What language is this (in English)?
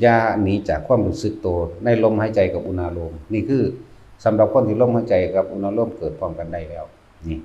Lao